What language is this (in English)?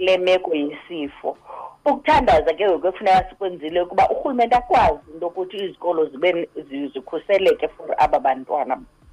Xhosa